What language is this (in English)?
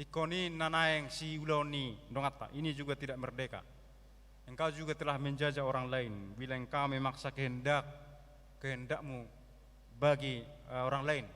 Batak Toba